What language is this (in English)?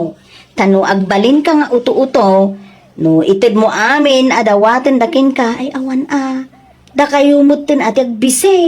Iloko